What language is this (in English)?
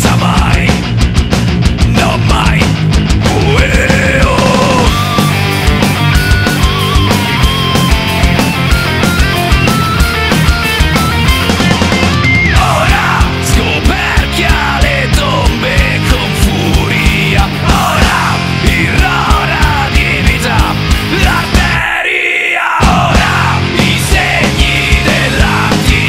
Italian